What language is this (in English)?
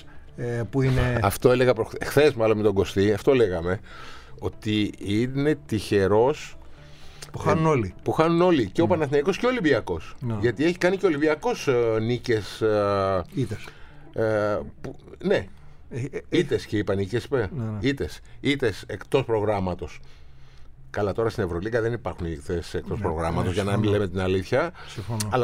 Greek